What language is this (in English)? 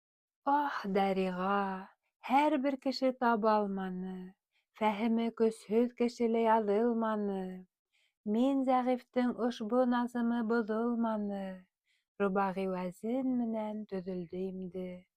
Bashkir